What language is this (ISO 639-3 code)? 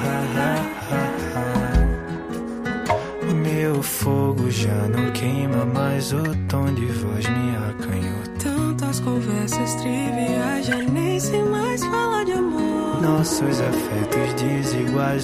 por